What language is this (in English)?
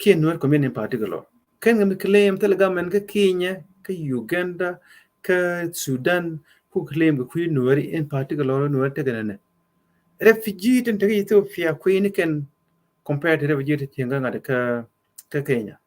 Nuer